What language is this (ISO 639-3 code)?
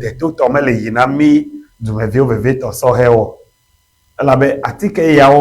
ewe